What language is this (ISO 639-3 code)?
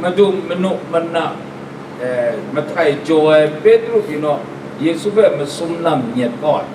kac